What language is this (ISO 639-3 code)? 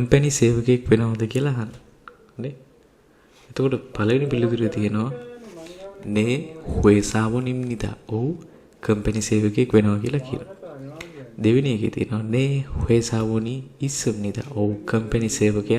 sin